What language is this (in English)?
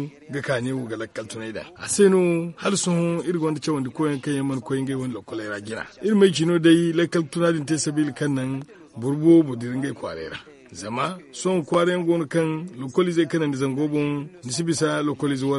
Zarma